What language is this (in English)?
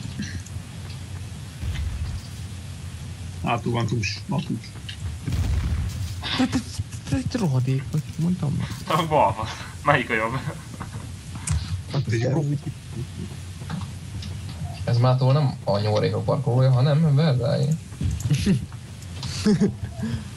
Hungarian